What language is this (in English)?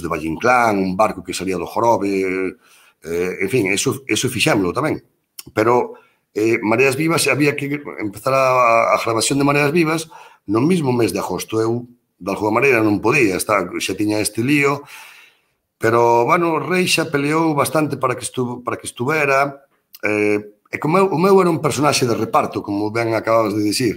Galician